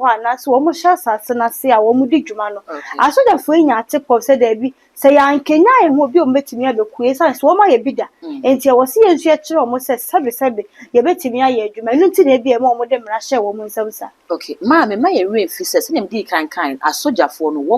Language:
Akan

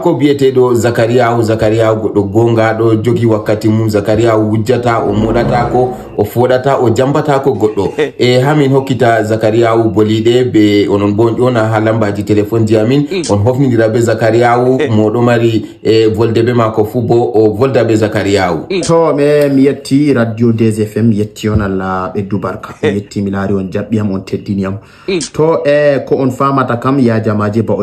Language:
Fula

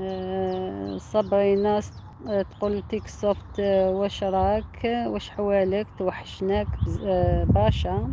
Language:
Algerian Arabic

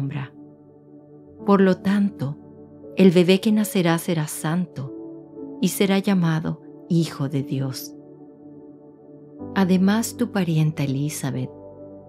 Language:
Spanish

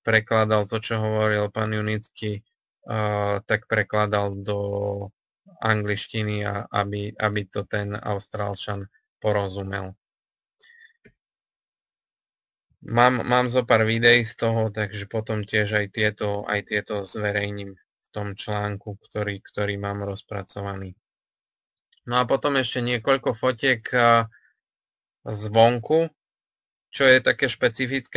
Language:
Slovak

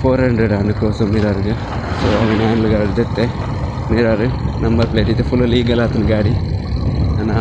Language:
Tulu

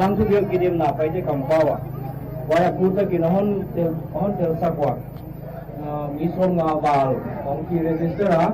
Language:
Paite Chin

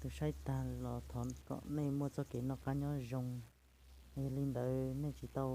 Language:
Hmong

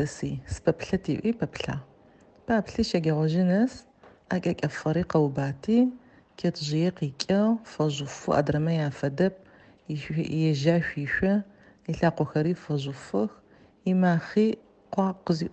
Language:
Adyghe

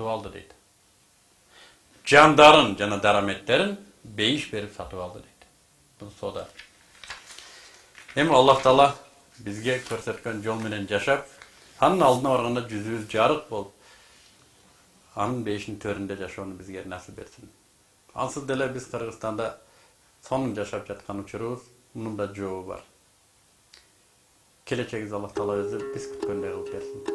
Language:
Kyrgyz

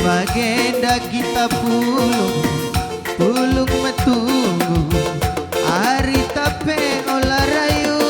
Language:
Batak Karo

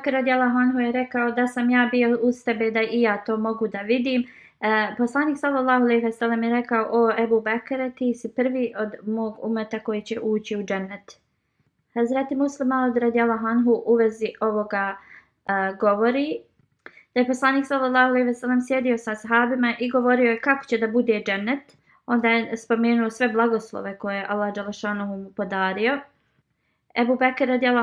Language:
Bosnian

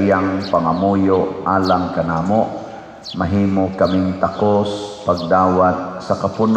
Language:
Cebuano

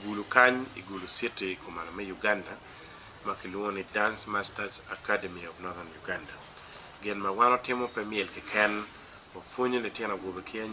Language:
Acoli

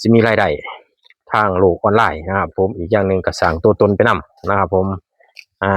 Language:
Northeastern Thai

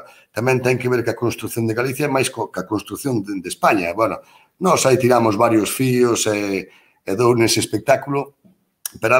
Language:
Galician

